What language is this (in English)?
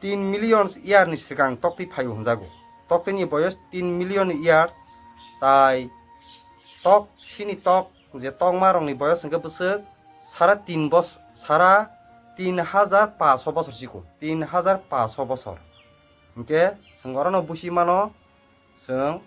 Kok Borok